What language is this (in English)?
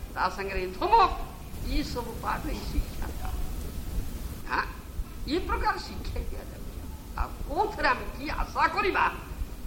Odia